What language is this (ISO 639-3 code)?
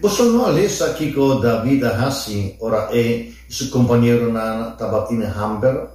pap